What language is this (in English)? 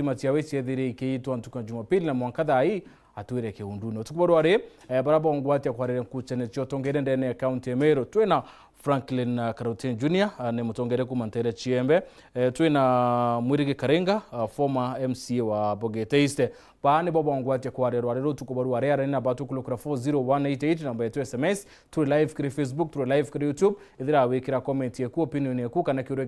Meru